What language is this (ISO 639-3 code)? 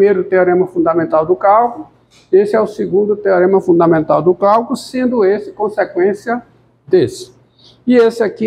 por